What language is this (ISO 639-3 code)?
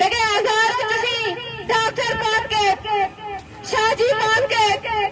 bgp